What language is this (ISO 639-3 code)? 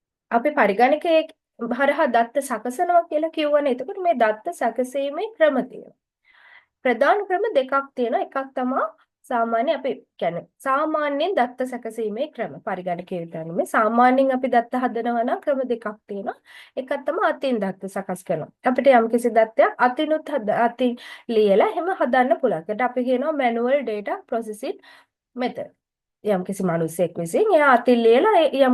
sin